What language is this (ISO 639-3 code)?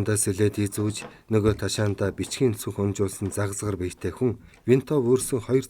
mon